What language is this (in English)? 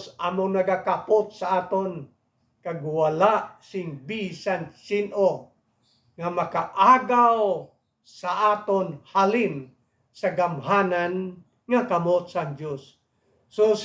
Hiligaynon